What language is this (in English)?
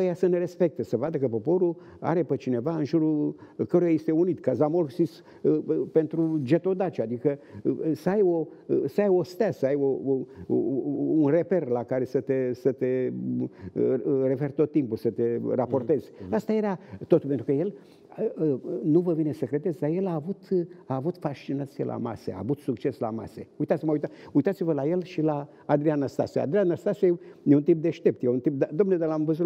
Romanian